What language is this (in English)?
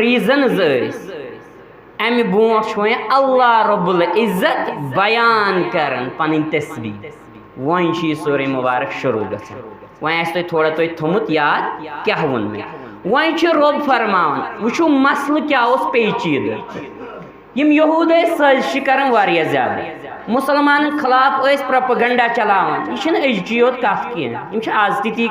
Kashmiri